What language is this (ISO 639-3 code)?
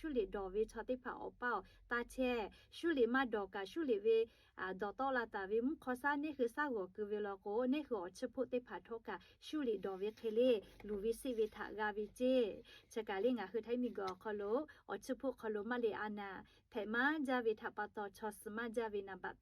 lhu